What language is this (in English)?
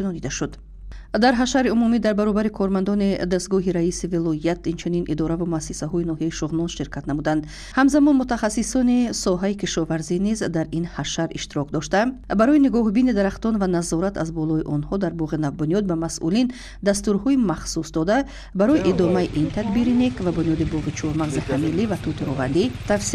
Tajik